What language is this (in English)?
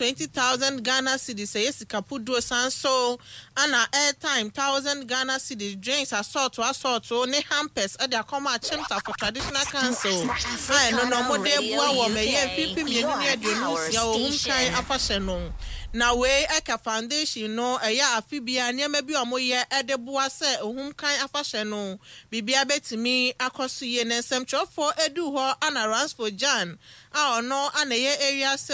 Akan